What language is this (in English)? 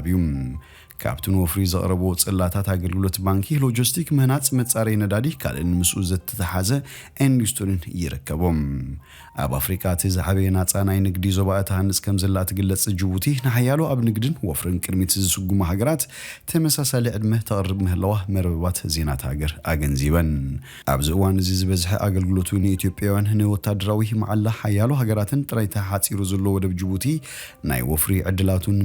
Tigrinya